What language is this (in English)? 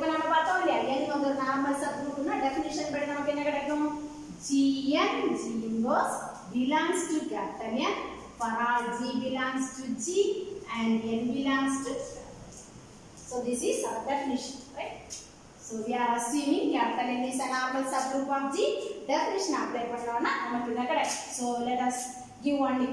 Tamil